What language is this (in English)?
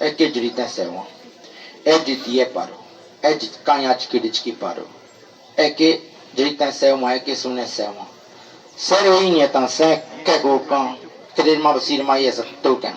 Bribri